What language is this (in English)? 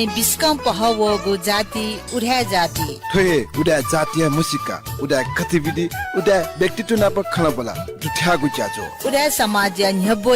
Newari